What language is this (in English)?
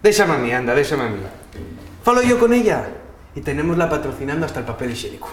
Asturian